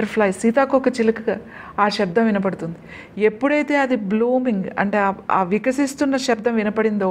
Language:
Telugu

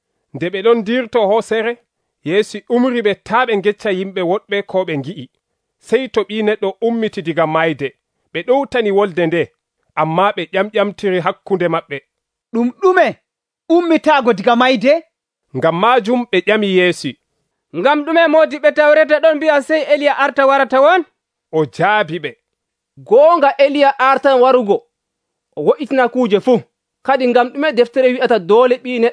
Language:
Nigerian Fulfulde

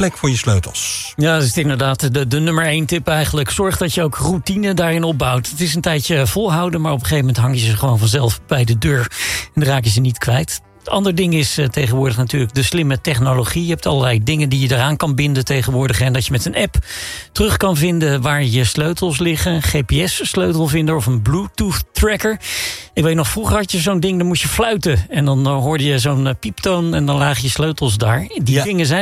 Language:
Dutch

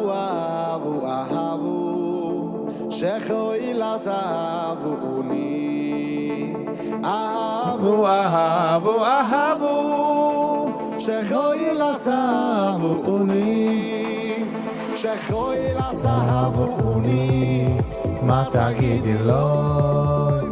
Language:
Yiddish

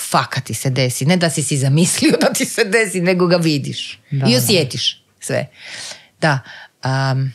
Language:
Croatian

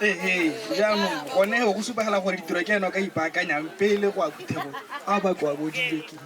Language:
Tswana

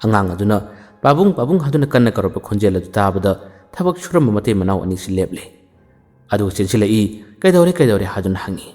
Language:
Manipuri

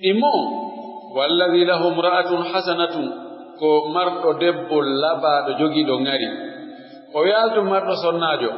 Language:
Pular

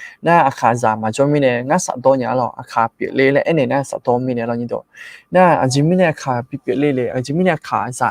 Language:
Akha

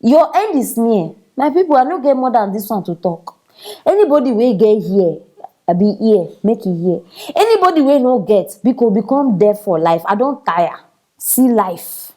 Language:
Nigerian Pidgin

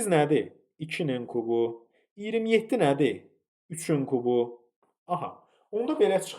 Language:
Azerbaijani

